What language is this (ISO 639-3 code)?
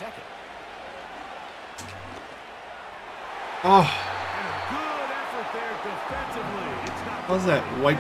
eng